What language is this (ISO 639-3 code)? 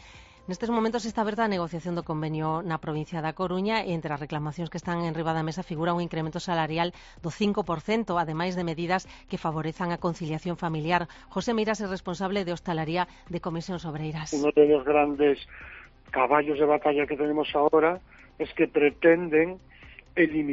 glg